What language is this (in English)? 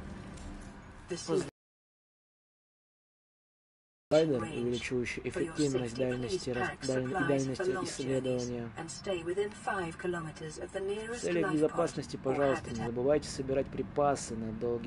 Russian